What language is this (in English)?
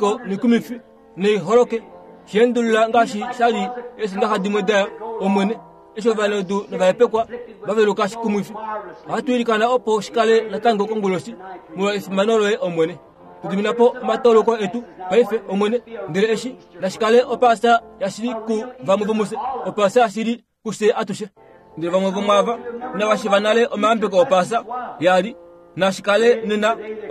Kuanyama